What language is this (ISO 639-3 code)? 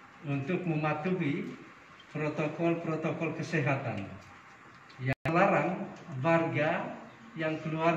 ind